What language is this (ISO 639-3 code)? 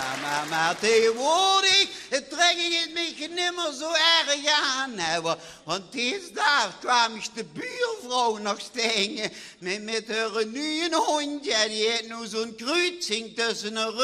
lim